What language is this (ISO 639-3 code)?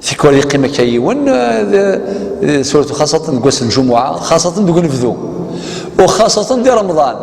kab